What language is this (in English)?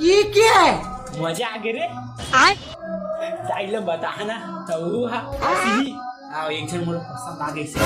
Chhattisgarhi